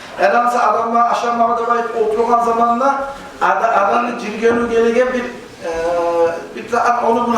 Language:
Kumyk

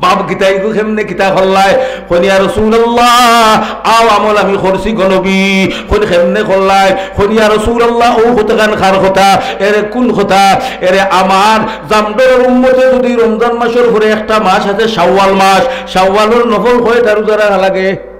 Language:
Sylheti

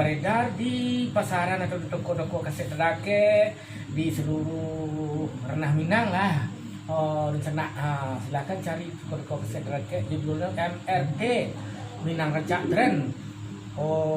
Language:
Minangkabau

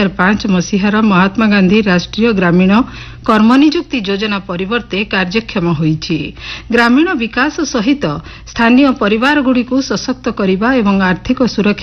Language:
Odia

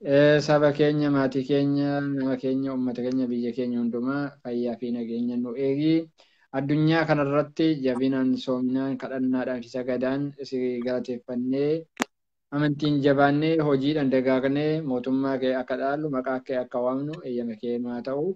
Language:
Oromo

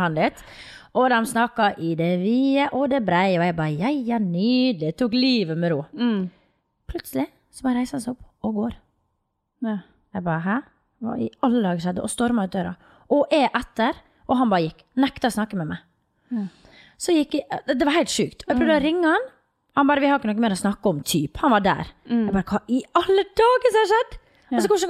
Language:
Norwegian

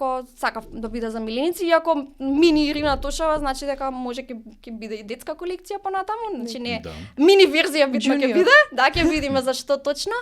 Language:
Macedonian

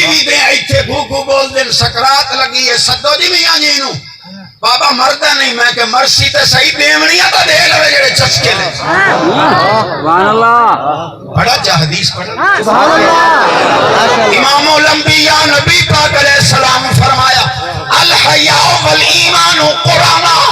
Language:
Saraiki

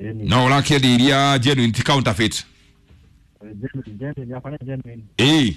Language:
Kikuyu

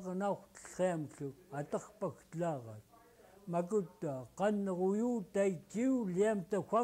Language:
Central Yupik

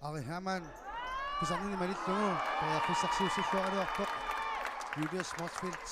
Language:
Kalaallisut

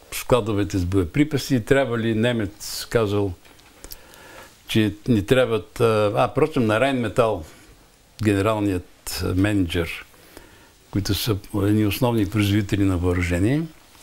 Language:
Bulgarian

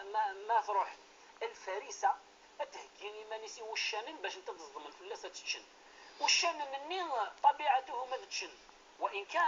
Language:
Kabyle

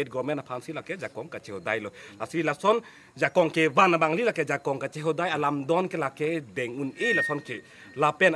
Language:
Karbi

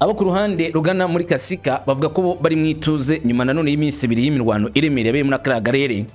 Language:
Kinyarwanda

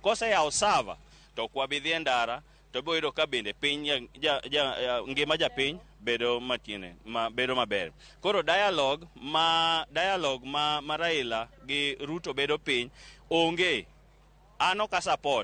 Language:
Luo (Kenya and Tanzania)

